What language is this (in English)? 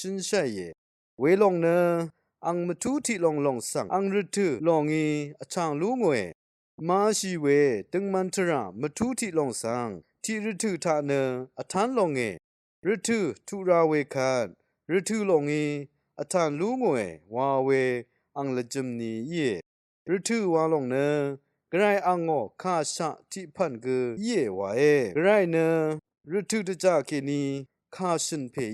Rawang